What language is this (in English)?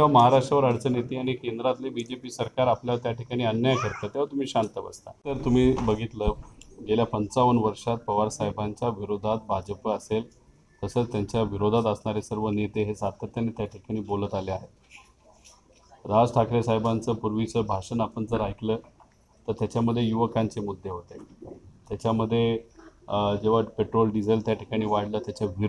Marathi